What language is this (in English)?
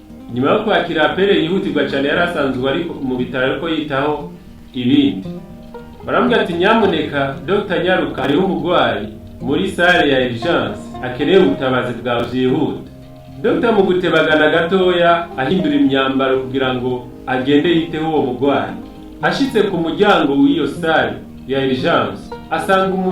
Rundi